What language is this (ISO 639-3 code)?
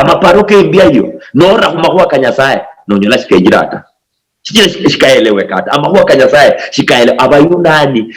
luy